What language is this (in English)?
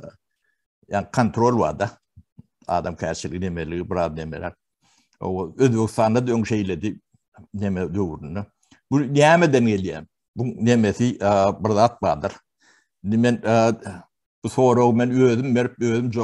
Turkmen